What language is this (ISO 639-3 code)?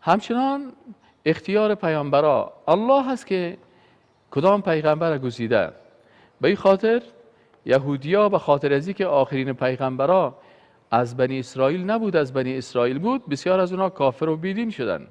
fas